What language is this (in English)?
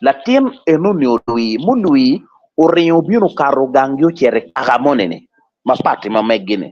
Acoli